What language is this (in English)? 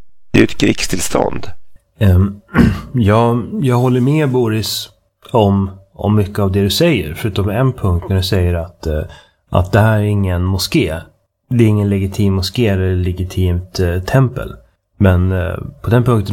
Swedish